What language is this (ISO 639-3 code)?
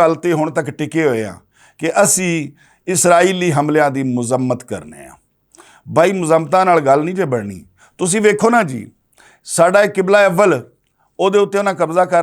lah